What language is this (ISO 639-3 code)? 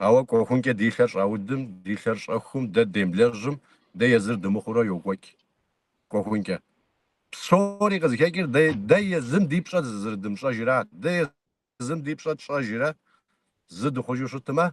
kbd